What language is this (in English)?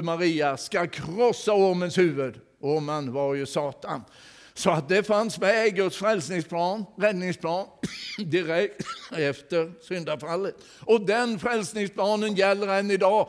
Swedish